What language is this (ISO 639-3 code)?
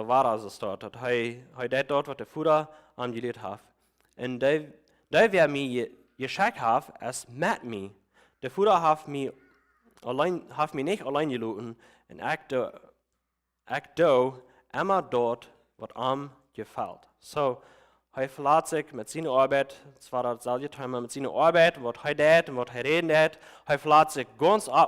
pdt